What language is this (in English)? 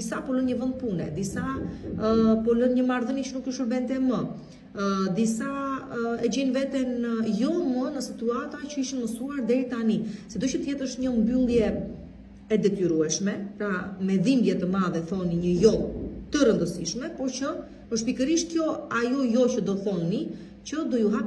Albanian